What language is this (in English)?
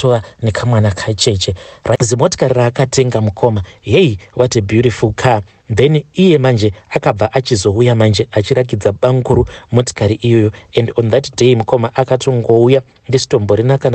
Shona